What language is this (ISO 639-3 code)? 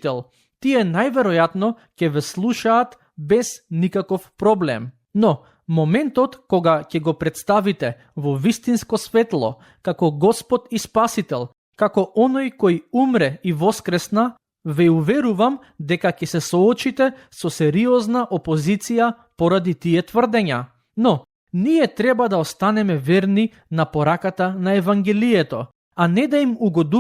mkd